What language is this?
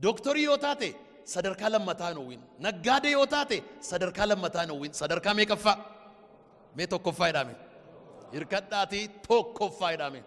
Oromo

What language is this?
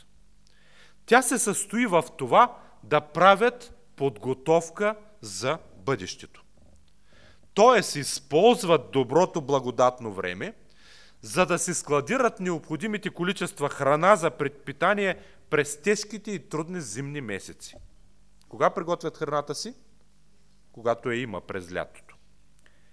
Bulgarian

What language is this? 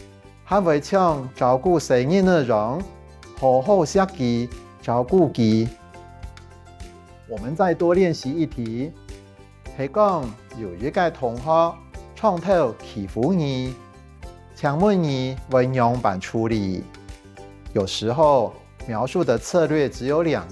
Hakka Chinese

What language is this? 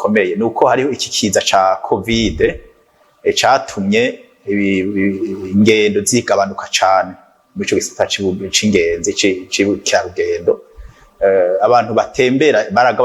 Rundi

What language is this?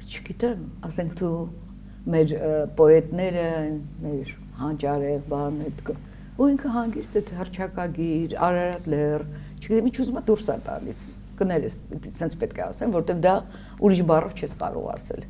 Armenian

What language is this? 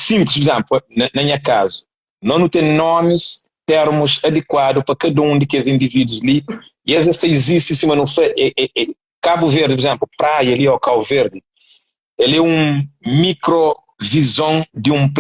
Kabuverdianu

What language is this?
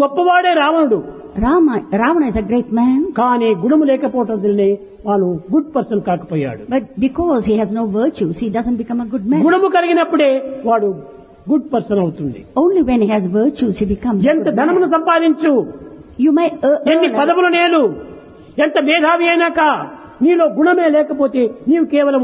Telugu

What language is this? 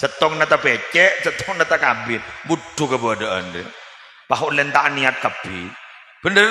Madurese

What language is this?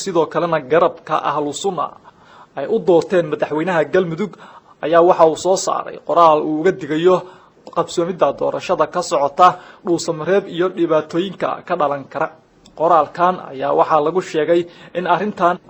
Somali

